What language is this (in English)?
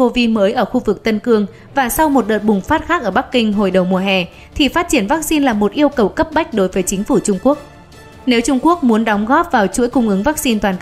Vietnamese